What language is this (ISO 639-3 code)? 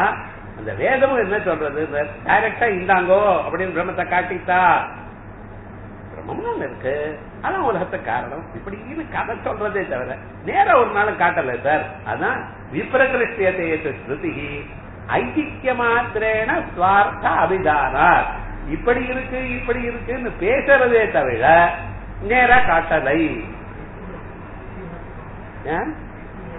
tam